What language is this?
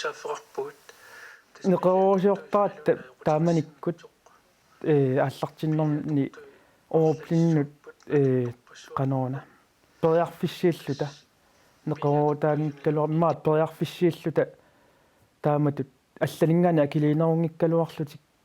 Kalaallisut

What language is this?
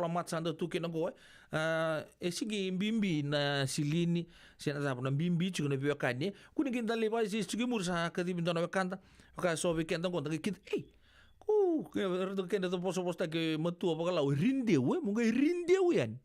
Fijian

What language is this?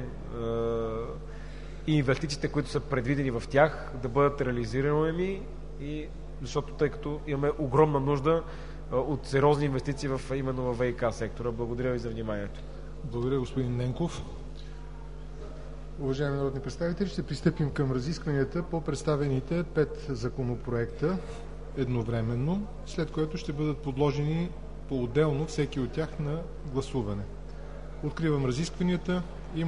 Bulgarian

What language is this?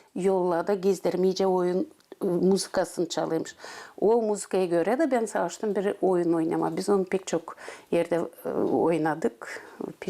Gagauz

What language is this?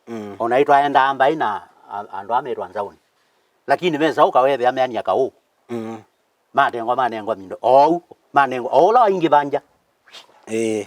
Kamba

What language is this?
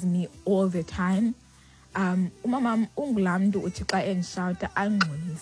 Xhosa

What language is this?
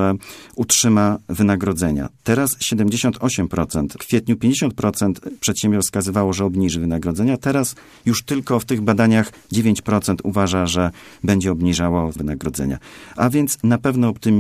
Polish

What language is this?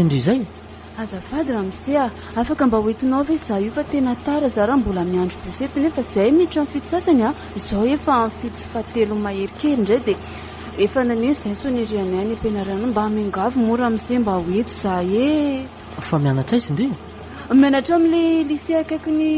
Malagasy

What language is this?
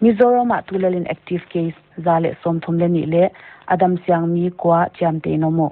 Paite Chin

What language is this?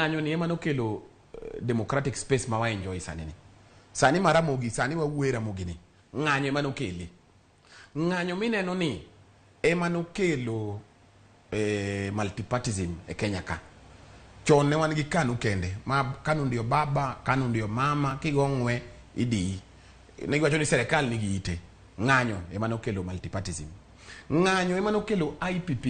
Luo (Kenya and Tanzania)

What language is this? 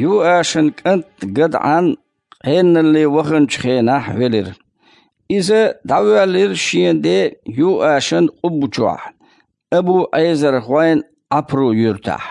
Chechen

